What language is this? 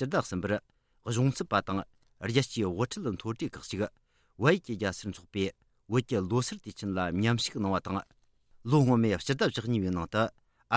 Tibetan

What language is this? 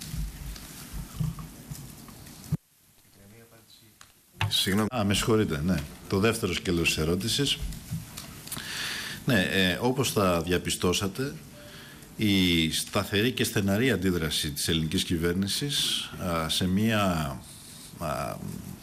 Greek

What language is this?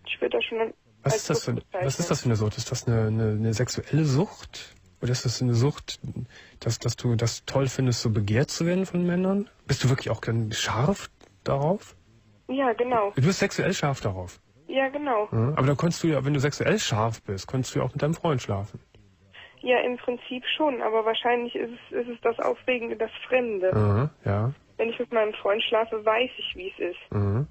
German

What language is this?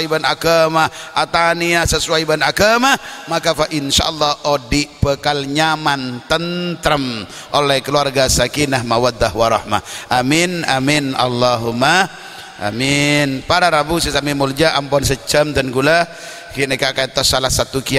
Madurese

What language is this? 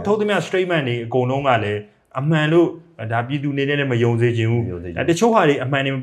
Burmese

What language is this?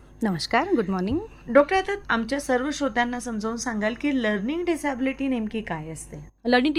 Marathi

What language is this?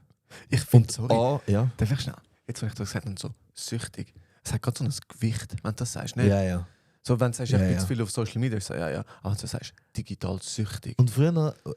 Swiss German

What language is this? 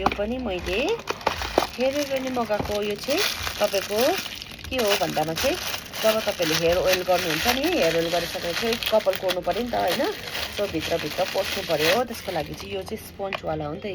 Nepali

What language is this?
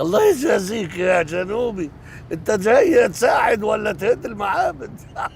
Egyptian Arabic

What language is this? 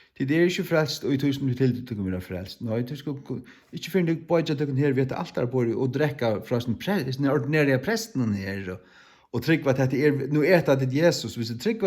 Faroese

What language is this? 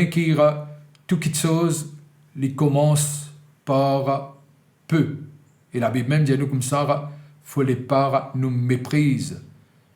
Morisyen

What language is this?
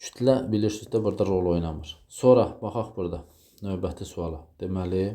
Azerbaijani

